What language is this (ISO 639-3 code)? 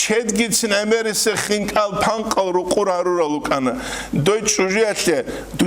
ava